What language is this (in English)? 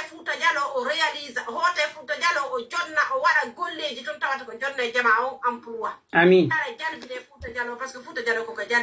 Pular